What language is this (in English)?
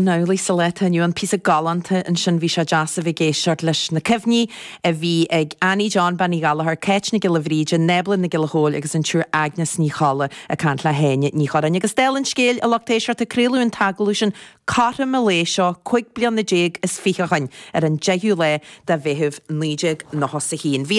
Irish